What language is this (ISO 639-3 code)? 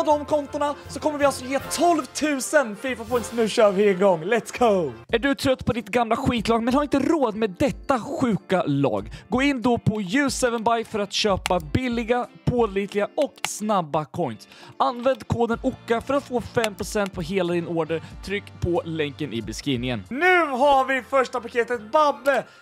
swe